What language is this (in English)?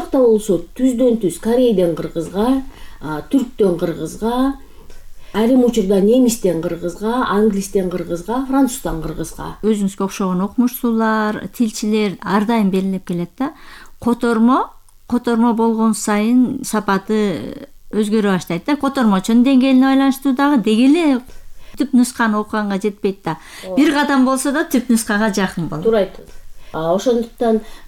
Kyrgyz